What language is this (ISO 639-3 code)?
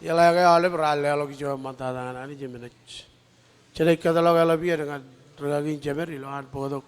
mah